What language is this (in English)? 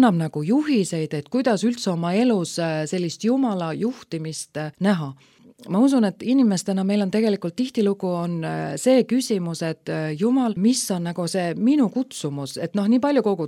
Estonian